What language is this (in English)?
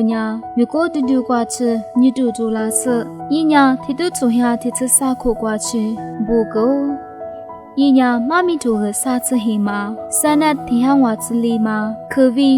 Lisu